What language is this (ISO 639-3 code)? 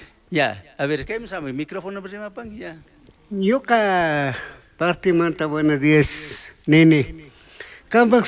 qug